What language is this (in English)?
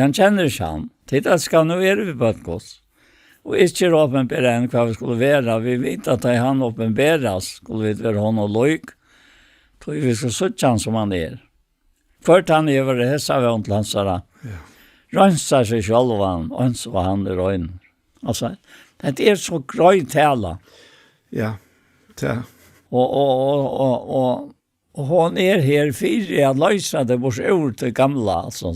Faroese